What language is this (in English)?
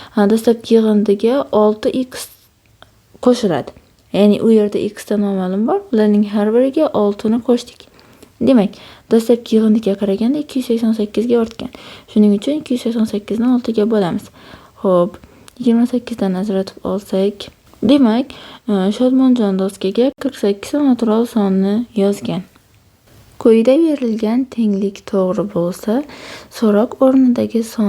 Uzbek